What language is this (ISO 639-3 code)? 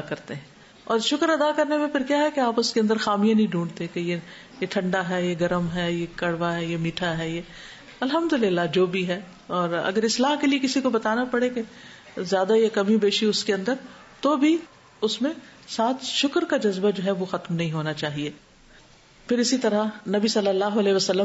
urd